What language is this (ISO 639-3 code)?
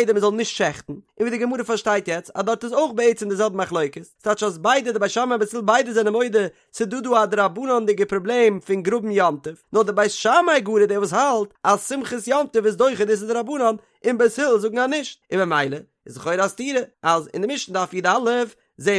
yid